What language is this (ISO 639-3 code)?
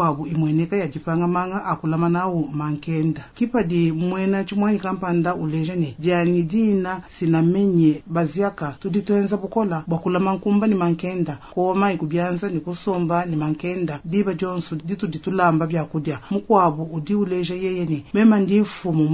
lua